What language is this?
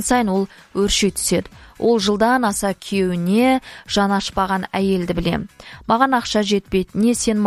Kazakh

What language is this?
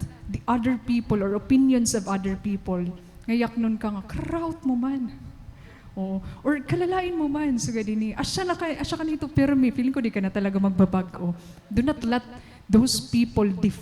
Waray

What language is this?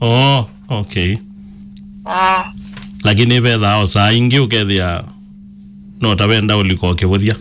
Kamba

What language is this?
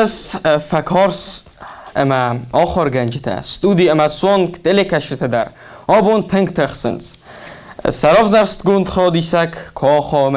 Ossetic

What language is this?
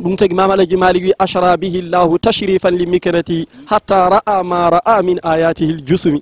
Fula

